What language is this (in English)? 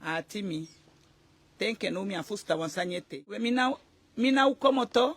Eastern Maroon Creole